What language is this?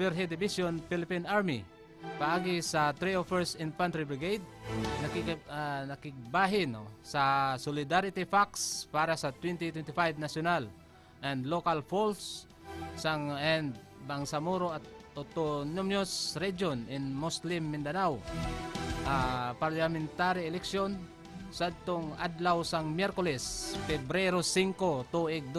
Hiligaynon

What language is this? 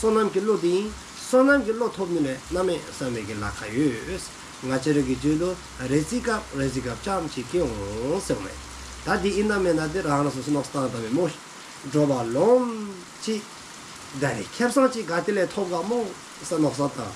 Dzongkha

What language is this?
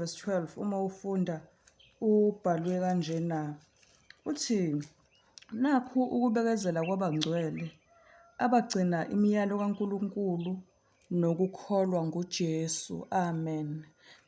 Zulu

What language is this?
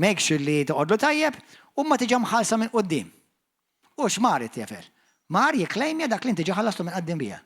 Maltese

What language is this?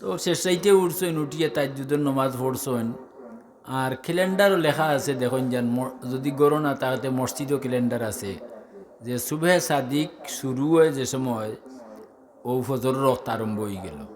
Sylheti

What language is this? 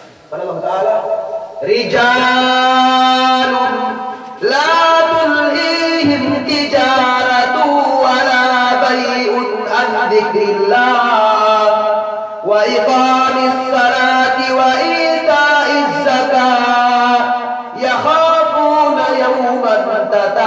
Yakan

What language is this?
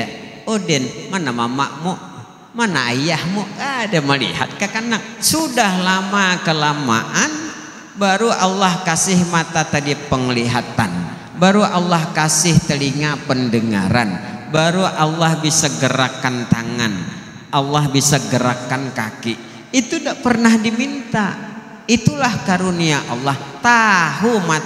Banjar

